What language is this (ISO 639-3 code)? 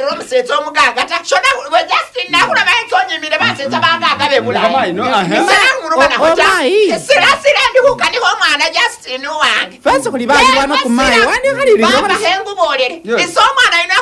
myx